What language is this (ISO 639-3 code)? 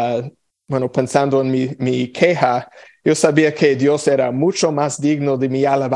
spa